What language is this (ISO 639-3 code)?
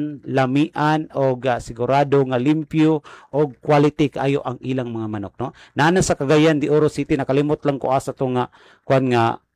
ceb